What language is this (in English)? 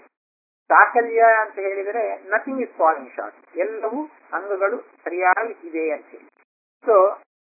Kannada